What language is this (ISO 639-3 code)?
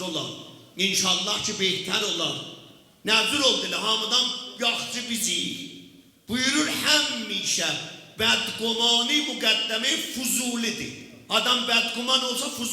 azb